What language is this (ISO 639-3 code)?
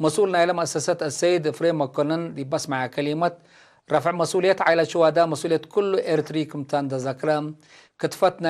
tig